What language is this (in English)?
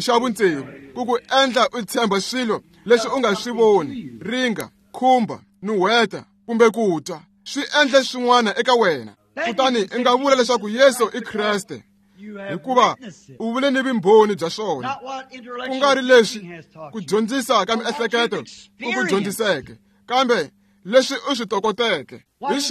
Tsonga